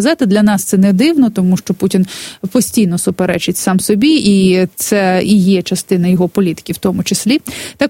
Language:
Ukrainian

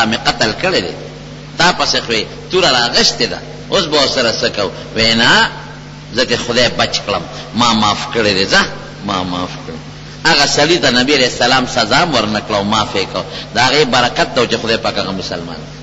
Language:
Pashto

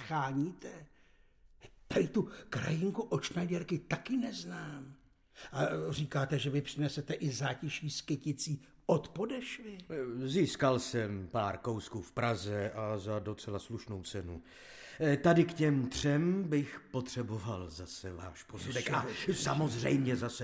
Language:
Czech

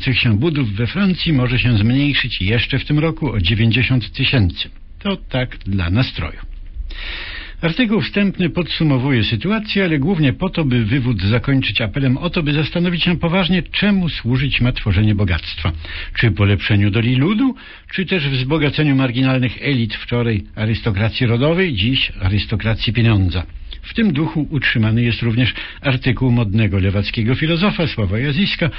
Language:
Polish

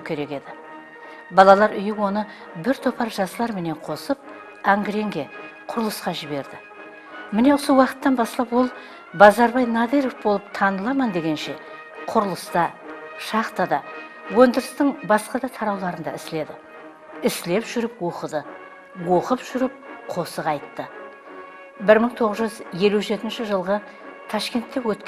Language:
Kara-Kalpak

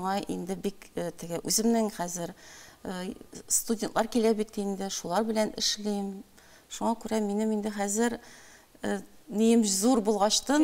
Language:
Tatar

